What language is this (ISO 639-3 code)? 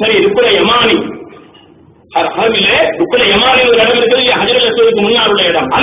tam